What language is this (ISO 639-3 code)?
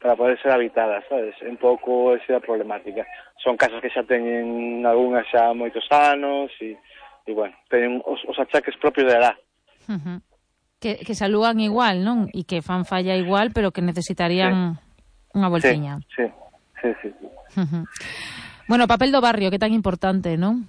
glg